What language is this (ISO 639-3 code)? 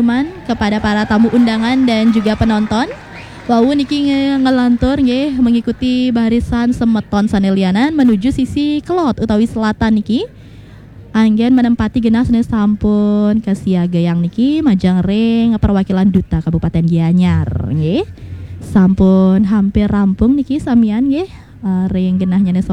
ban